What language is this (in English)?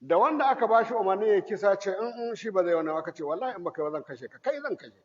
Hausa